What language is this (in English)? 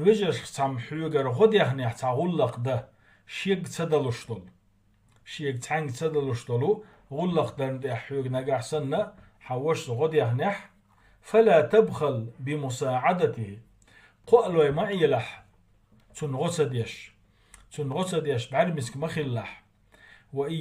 Chechen